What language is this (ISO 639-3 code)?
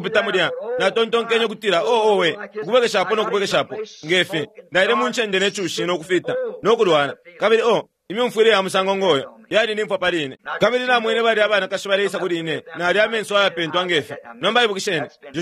bem